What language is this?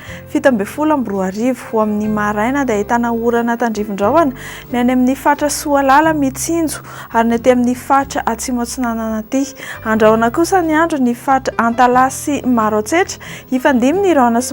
Malagasy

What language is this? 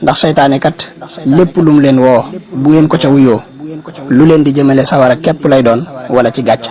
Wolof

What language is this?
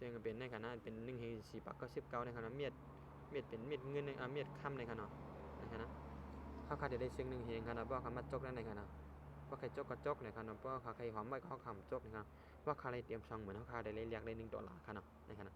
Shan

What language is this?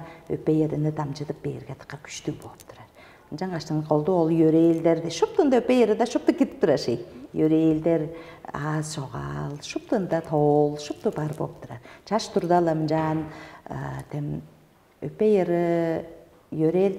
Tuvinian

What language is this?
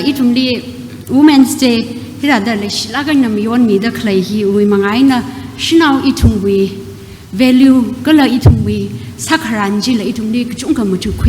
Tangkhul Naga (India)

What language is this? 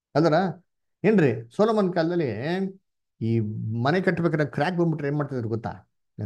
Kannada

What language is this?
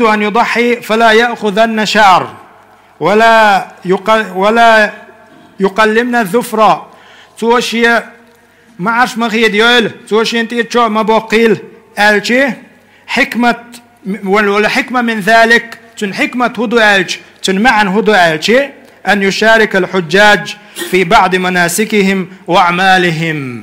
Chechen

